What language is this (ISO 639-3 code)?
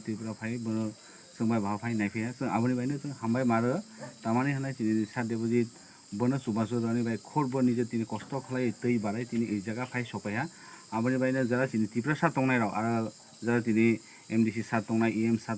trp